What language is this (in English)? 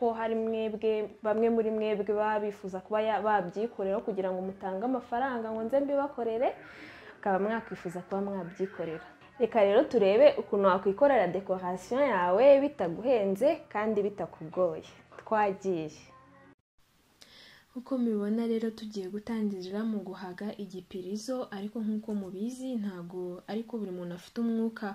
Kinyarwanda